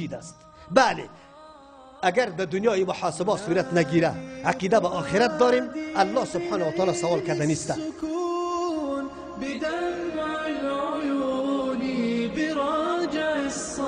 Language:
Persian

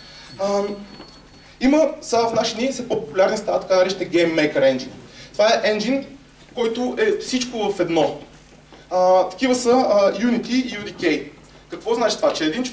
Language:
Bulgarian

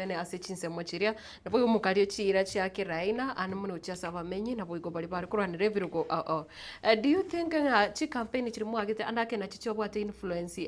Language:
Gusii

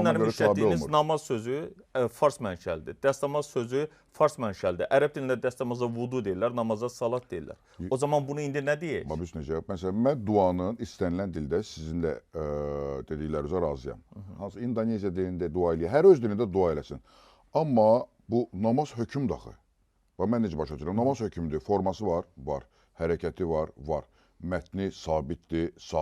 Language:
Azerbaijani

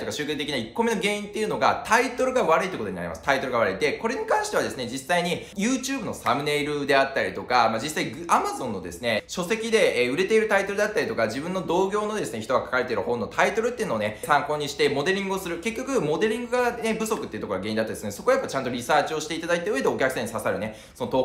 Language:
Japanese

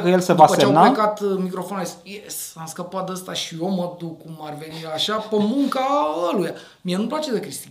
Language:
Romanian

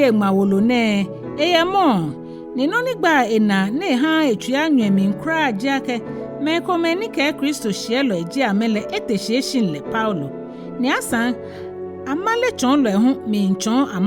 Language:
Ga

